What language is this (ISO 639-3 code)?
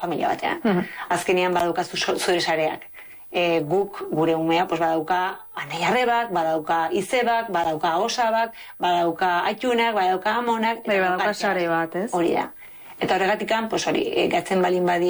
eus